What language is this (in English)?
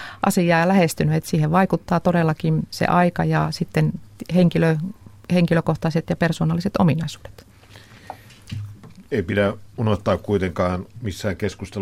Finnish